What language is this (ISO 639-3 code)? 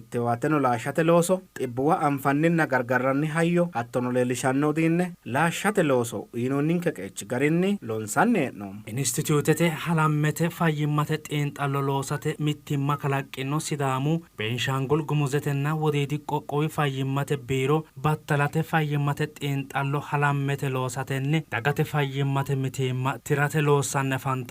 sid